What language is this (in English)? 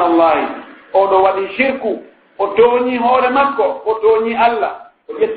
Pular